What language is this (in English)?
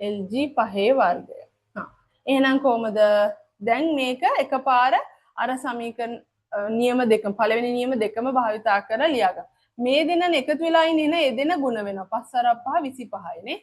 Sinhala